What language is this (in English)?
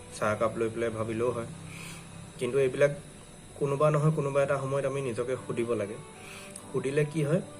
Assamese